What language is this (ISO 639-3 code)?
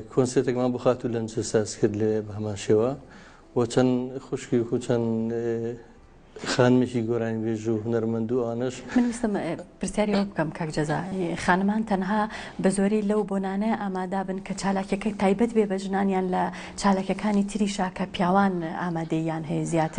ckb